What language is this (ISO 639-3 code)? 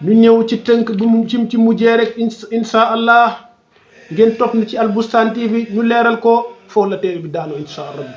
wol